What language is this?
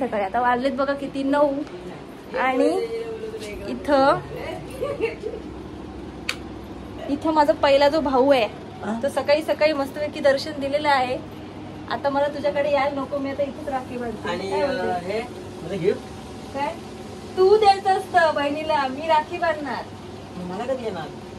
Marathi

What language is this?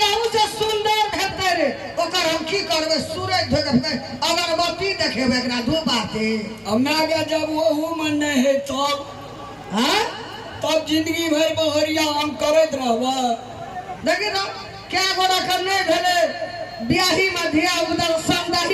Maithili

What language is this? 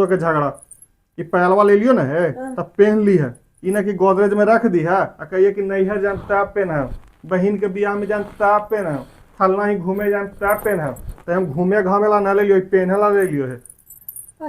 Magahi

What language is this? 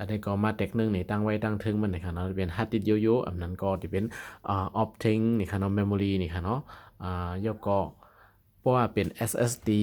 Shan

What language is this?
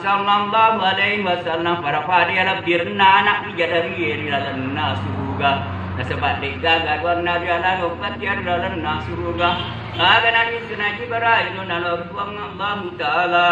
Buginese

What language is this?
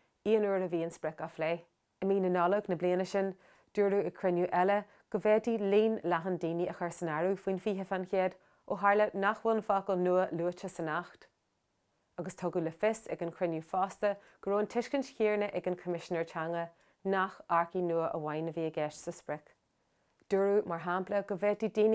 Irish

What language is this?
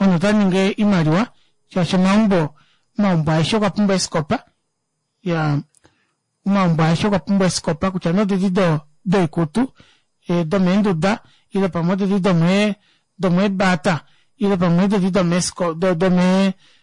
Kuanyama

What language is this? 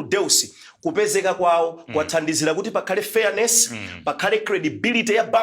Nyanja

